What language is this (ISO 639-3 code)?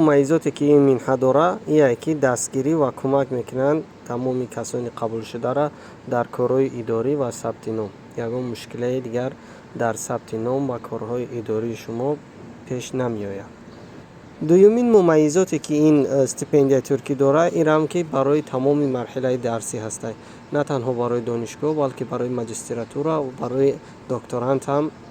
tgk